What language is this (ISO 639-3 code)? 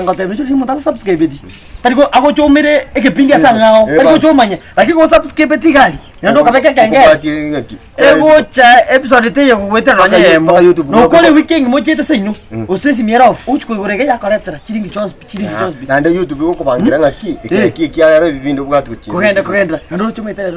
guz